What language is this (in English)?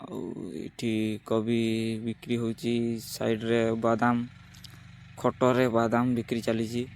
Odia